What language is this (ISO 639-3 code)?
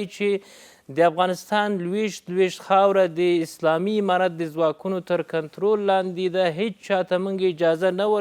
pus